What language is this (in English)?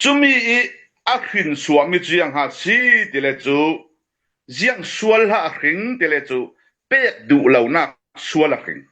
Falam Chin